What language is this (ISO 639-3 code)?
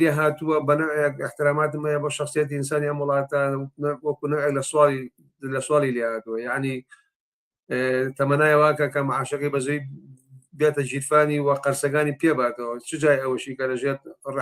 ckb